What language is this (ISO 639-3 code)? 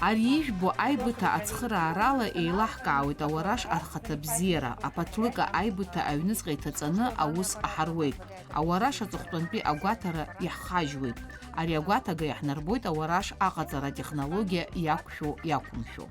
abk